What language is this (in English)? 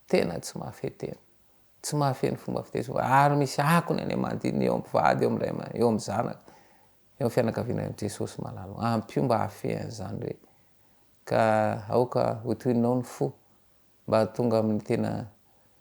Malagasy